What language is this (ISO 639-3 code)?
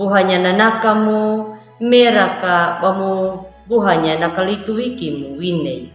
akg